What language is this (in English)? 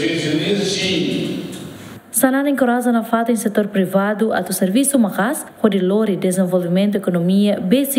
Tetum